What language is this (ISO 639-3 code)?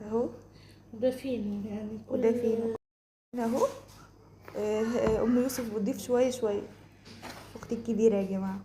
arz